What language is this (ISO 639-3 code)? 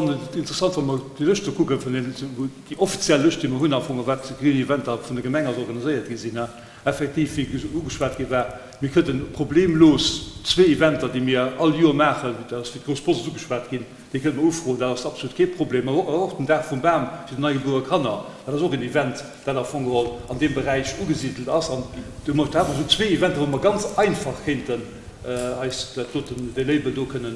ltz